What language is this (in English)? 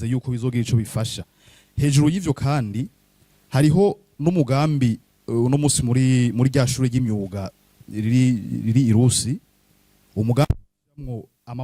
Rundi